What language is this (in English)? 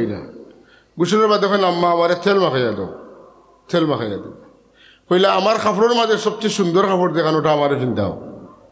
Sylheti